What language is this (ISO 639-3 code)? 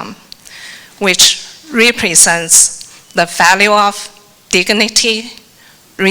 fij